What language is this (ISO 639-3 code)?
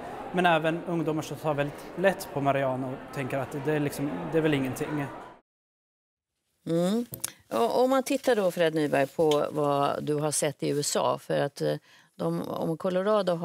swe